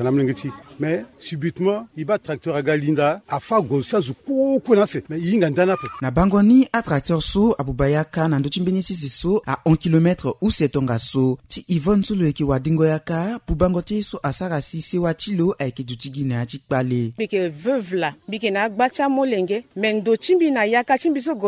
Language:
Sango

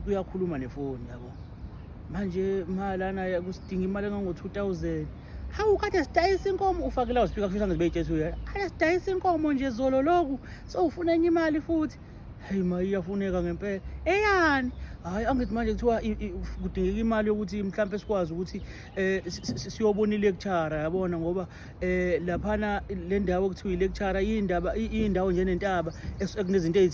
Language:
Zulu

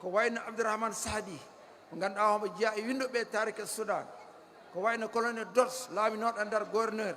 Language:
Fula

